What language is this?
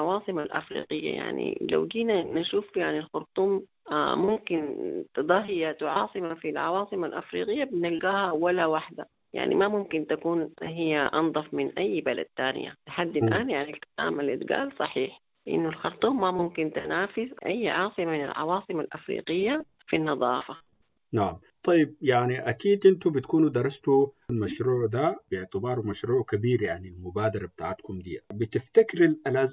Sudanese Arabic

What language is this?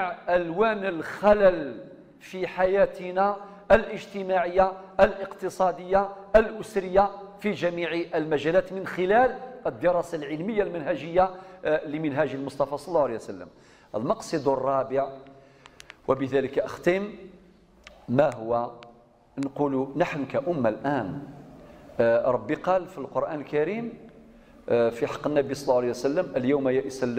Arabic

